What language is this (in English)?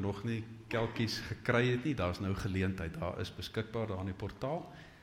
Afrikaans